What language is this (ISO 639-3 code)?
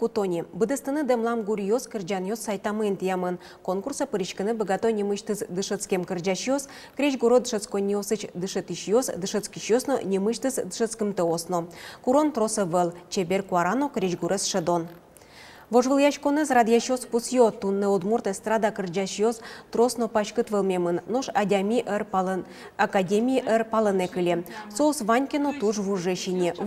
udm